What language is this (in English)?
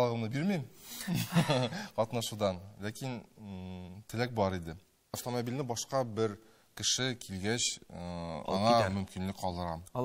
Tatar